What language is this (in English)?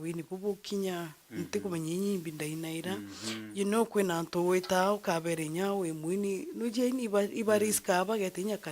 Meru